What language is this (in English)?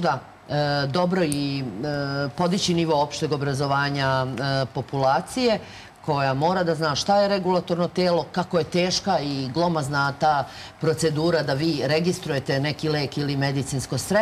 Serbian